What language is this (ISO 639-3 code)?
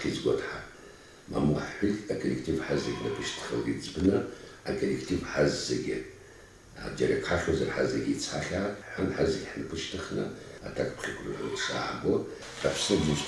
abk